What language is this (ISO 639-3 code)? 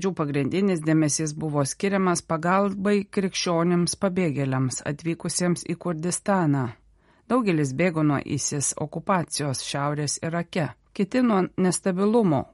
lit